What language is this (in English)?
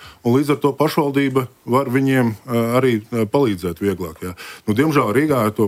Latvian